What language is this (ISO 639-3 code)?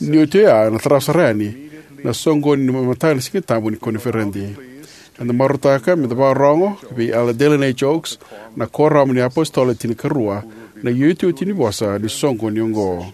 fij